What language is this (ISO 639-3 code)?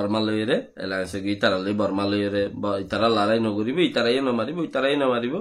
rhg